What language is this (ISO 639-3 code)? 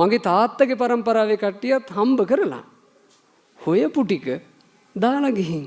sin